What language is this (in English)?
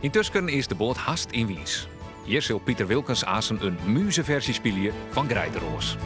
Western Frisian